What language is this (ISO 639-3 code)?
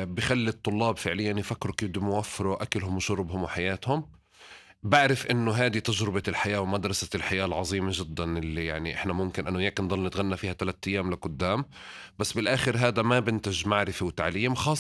apc